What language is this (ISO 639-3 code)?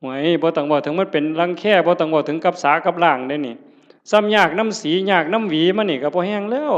tts